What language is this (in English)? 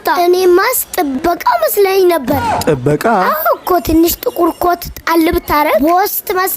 Amharic